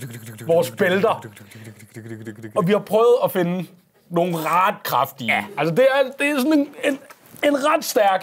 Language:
Danish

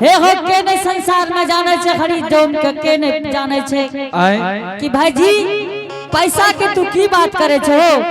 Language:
Angika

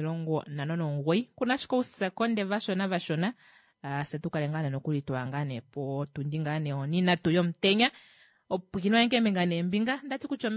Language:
Kuanyama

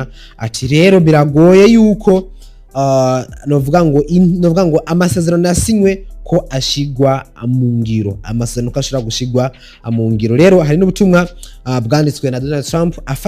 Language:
Rundi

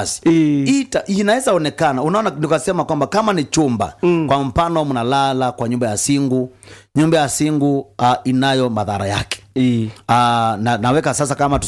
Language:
Swahili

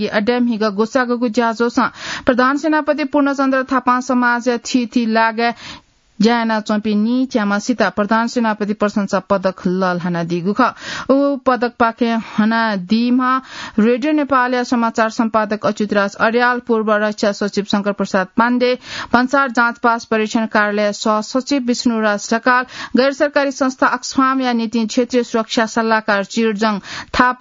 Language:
Newari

